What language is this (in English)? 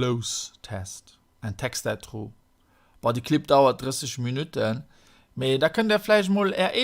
Luxembourgish